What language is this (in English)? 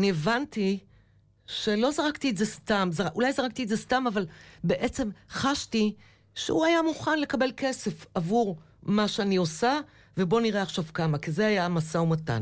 Hebrew